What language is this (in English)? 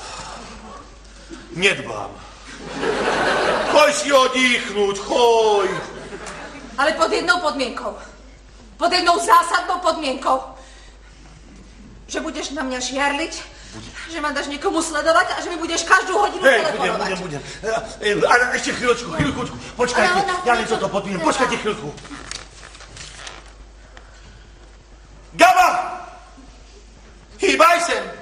Slovak